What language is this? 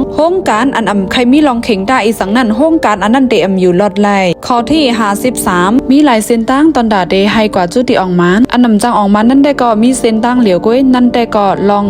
Shan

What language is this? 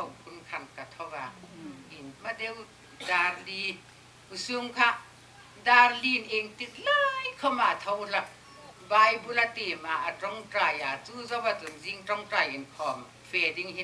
Hmar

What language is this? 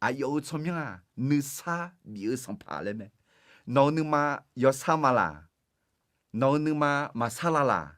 Akha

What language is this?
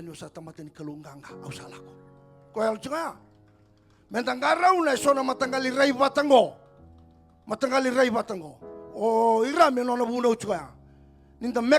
Fijian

